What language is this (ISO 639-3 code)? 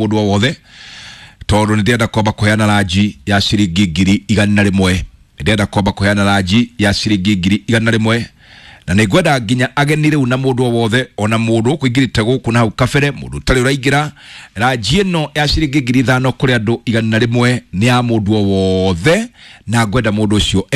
kik